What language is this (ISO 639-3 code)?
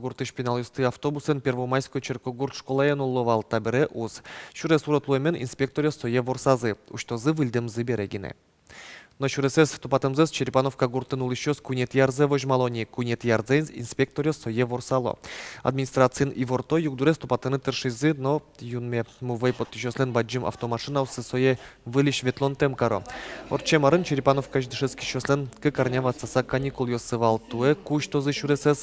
udm